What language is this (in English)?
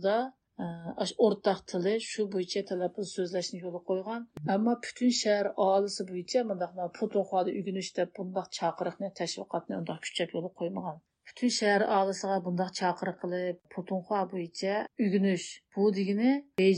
Uyghur